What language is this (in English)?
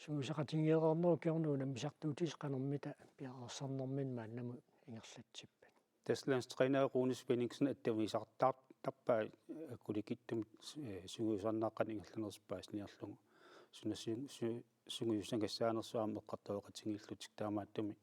Kalaallisut